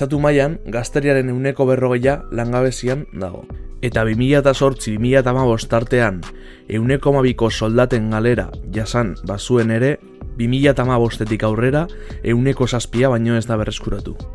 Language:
Basque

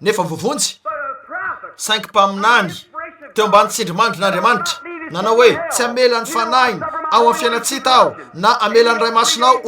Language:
Malagasy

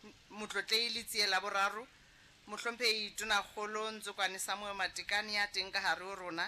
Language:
Southern Sotho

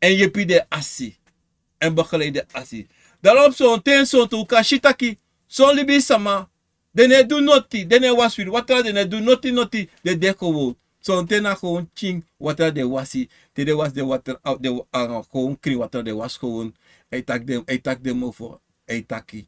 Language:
Sranan Tongo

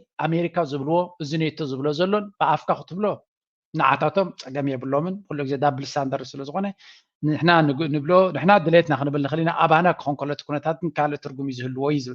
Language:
Tigrinya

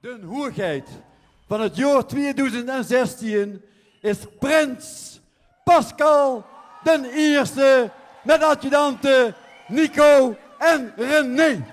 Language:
Limburgish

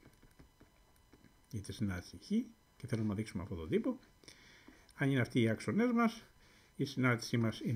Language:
Greek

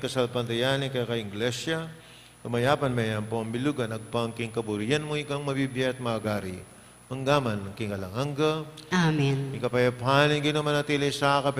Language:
Pampanga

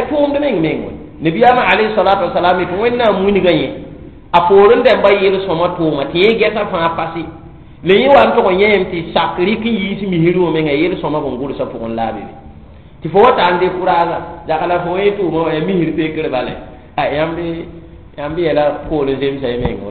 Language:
Mossi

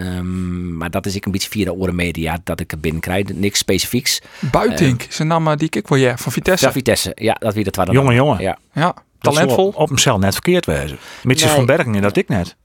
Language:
Western Frisian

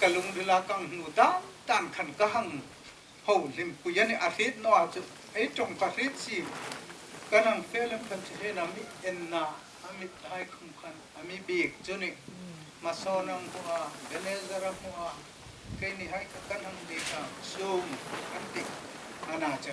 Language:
Hmar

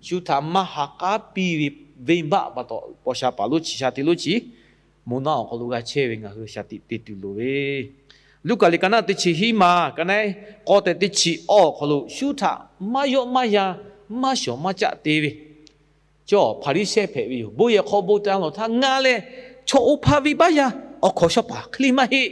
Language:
Lahu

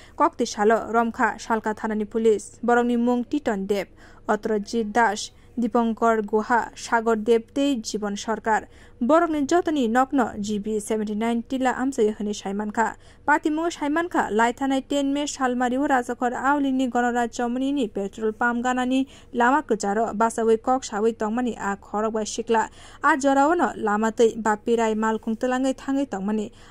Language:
Kok Borok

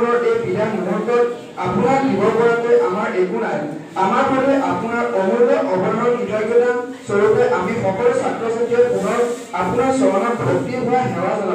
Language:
Assamese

